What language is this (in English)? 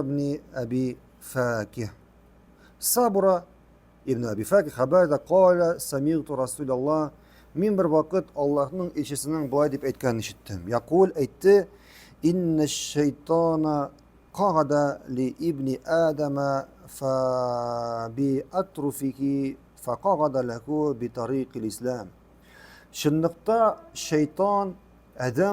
Tatar